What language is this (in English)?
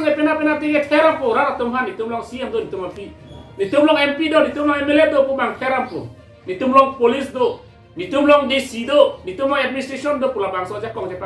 Karbi